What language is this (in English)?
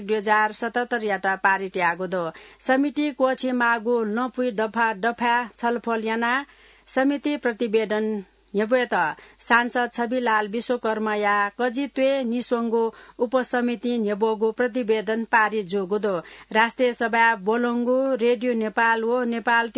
Newari